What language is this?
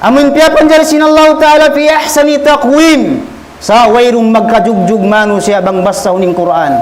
Tausug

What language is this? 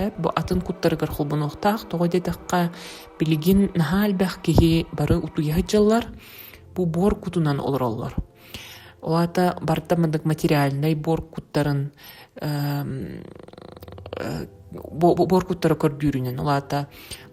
Yakut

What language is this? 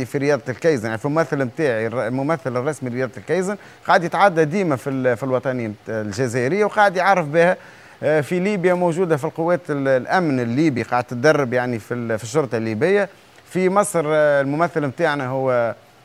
Tunisian Arabic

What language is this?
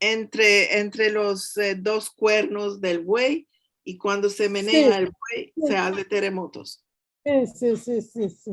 Ladino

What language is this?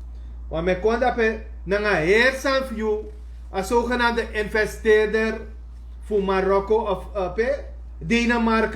Sranan Tongo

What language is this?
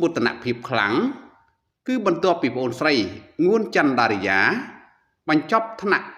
Khmer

